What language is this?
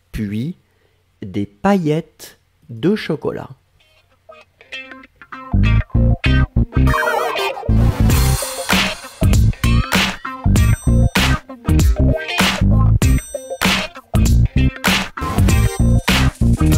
French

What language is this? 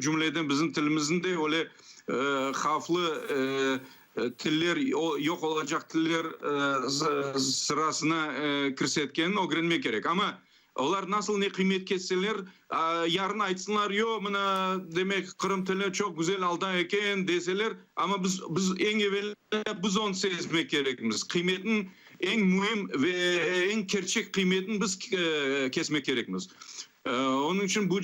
Crimean Tatar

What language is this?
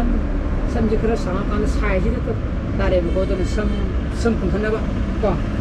Manipuri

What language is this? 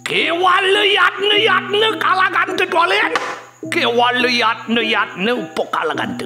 Balinese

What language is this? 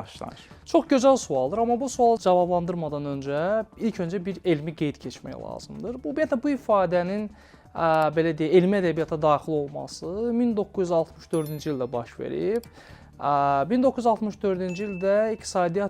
Azerbaijani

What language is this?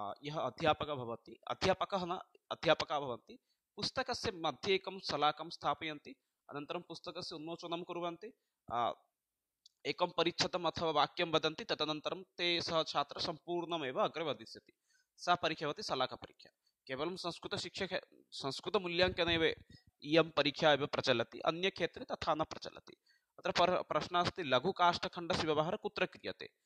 Sanskrit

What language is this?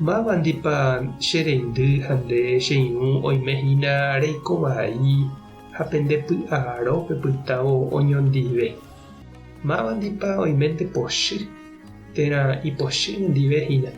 Guarani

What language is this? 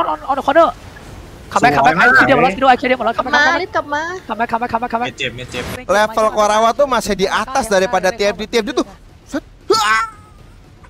Thai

